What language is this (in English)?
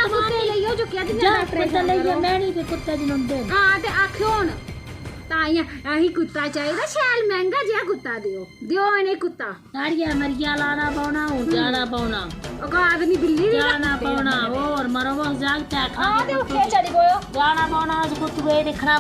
Dogri